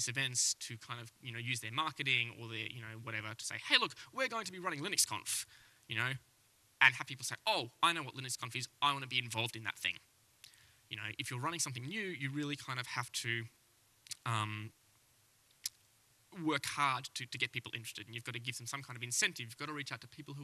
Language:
English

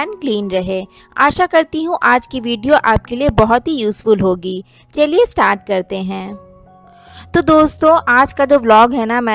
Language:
Hindi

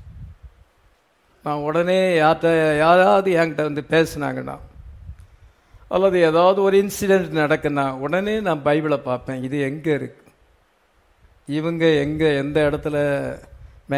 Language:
Tamil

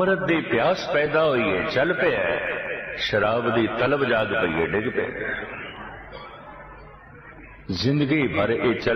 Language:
Punjabi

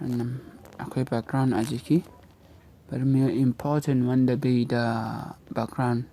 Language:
Hausa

